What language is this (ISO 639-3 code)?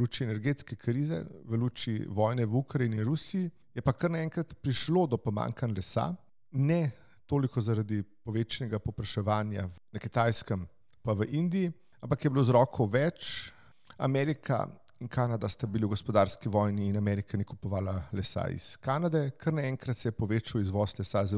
slv